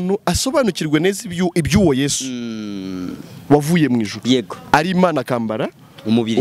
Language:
Kinyarwanda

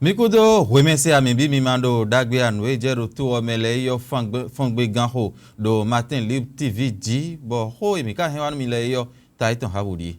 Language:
Fon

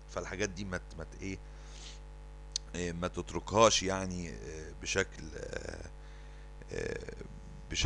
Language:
Egyptian Arabic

